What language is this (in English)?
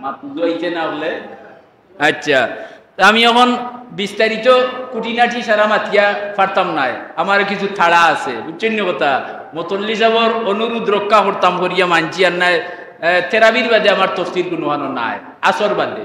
Sylheti